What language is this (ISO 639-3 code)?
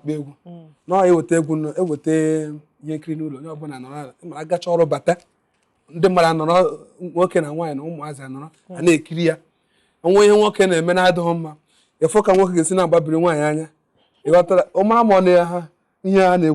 ibo